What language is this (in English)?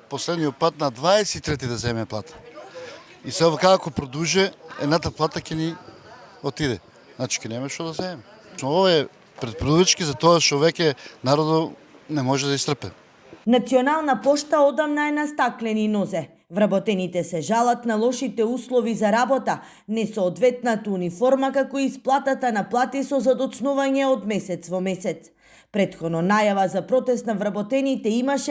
Macedonian